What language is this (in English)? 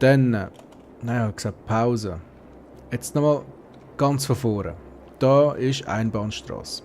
Swiss German